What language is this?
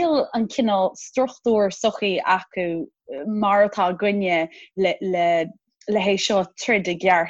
Irish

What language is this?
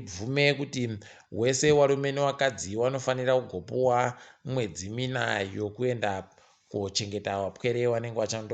Ndau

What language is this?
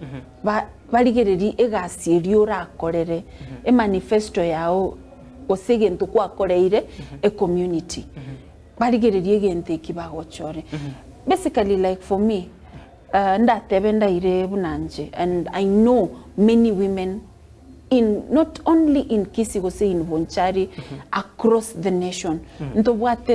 Gusii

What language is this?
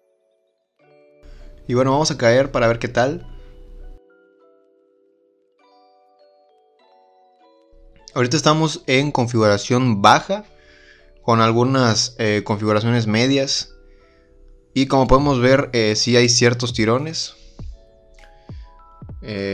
Spanish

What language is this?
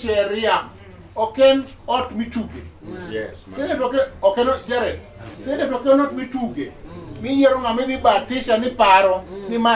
Luo (Kenya and Tanzania)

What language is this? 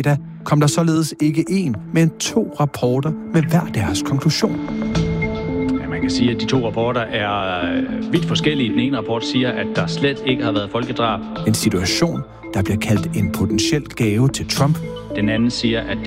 Danish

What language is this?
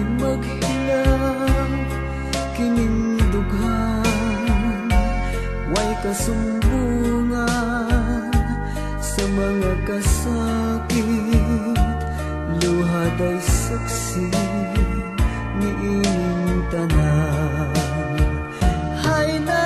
Filipino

